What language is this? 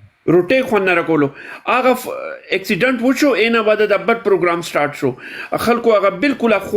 Pashto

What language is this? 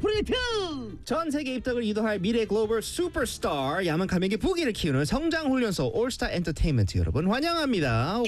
Korean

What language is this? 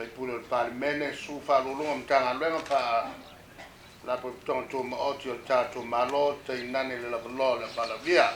Samoan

